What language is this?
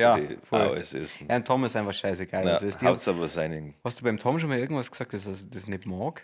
Bavarian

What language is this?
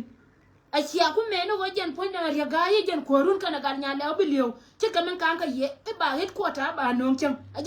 Nuer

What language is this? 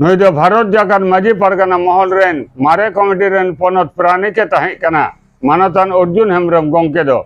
Santali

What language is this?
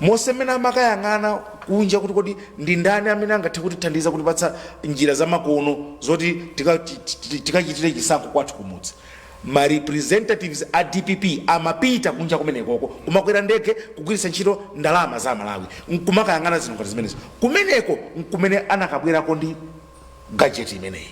Nyanja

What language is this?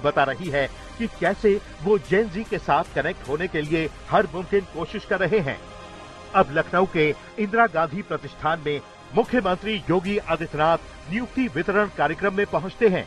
Hindi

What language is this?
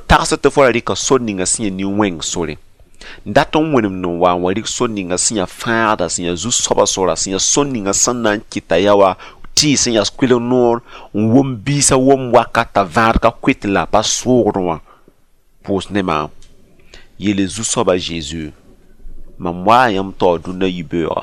Mossi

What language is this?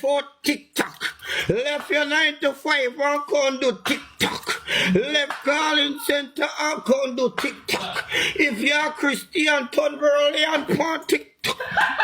Jamaican Creole English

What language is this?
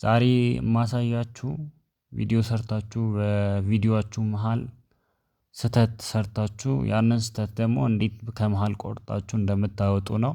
Amharic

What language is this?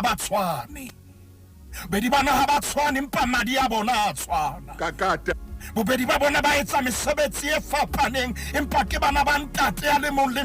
Southern Sotho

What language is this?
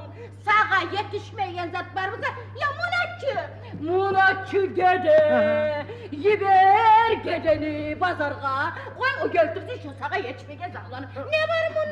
Kumyk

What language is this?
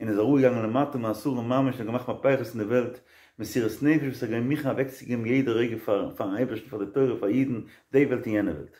Yiddish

